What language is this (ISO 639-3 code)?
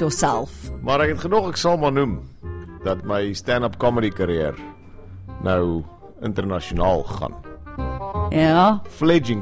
afr